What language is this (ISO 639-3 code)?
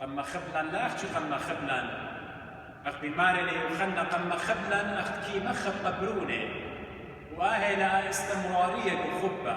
aii